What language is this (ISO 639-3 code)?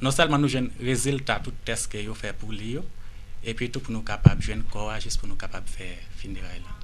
hat